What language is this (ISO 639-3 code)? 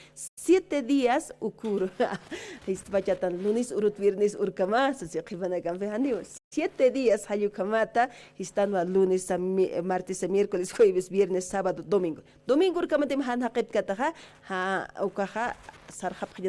aym